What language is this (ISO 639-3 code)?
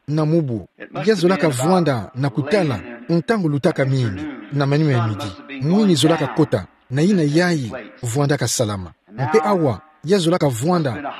ktu